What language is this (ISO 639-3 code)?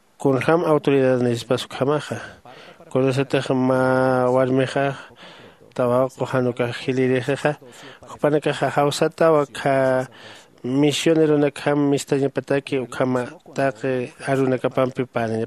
aym